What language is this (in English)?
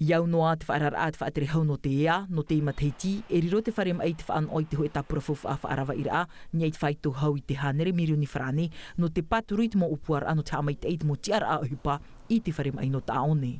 Tahitian